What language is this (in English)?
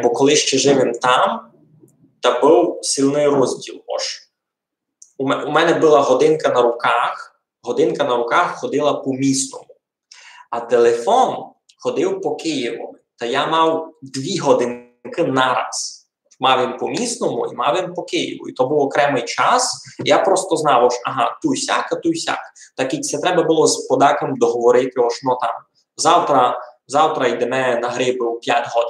Rusyn